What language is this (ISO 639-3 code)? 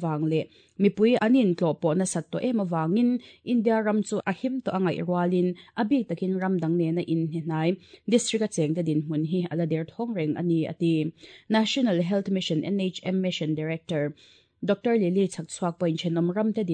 lus